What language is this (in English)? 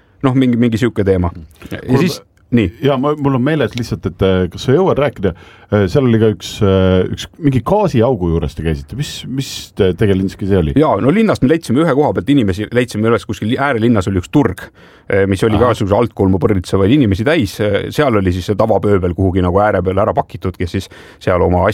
Estonian